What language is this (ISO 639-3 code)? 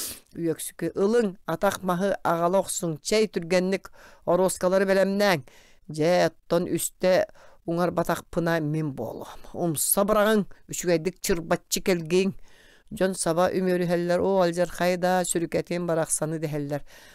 sah